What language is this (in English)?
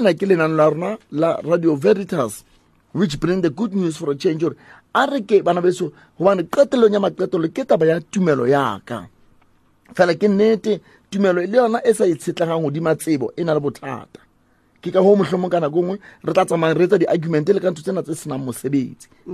Southern Sotho